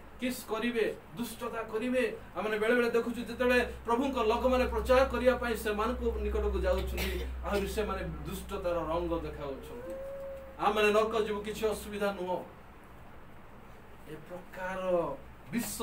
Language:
Odia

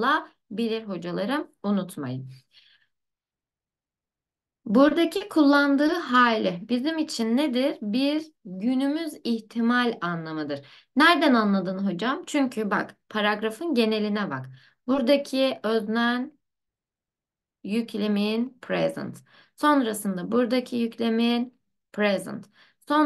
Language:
Turkish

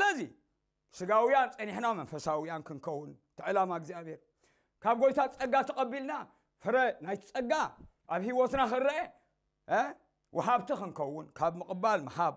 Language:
Tigrinya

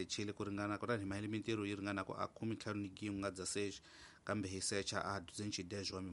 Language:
Tsonga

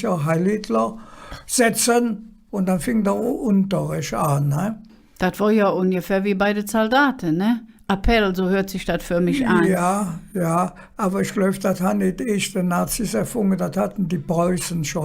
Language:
Colognian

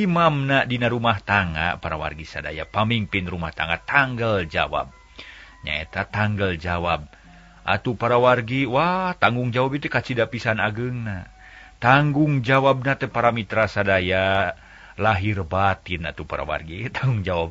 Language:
Sundanese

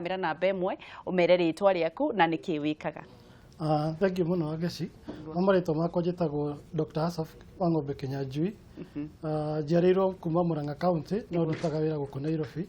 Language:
Kikuyu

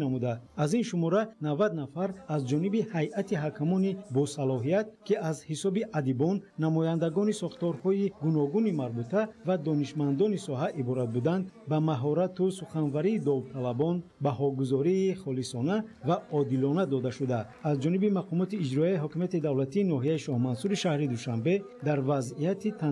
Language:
Tajik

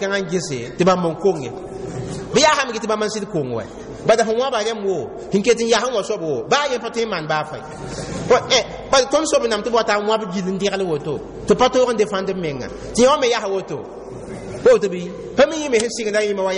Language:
Mossi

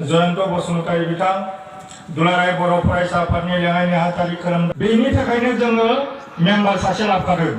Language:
Bodo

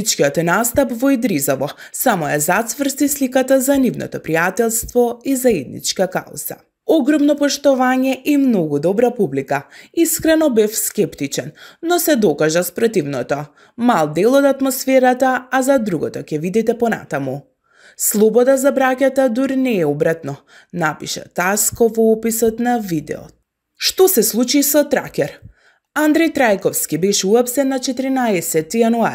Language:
Macedonian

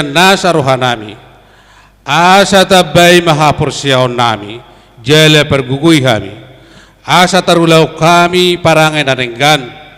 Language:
Batak Toba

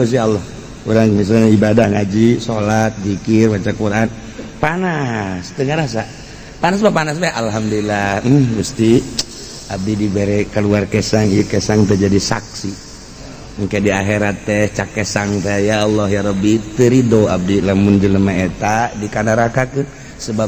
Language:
Sundanese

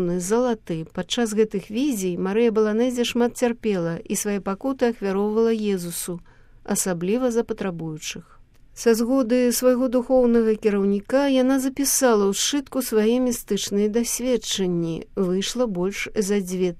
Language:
Belarusian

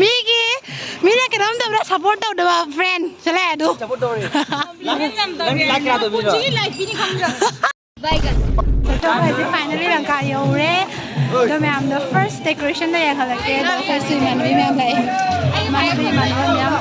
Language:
Manipuri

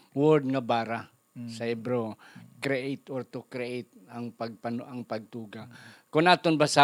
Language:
Hiligaynon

